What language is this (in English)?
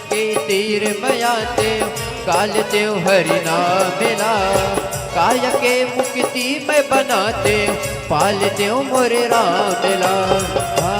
Chhattisgarhi